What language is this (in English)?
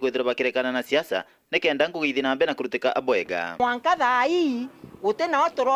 Meru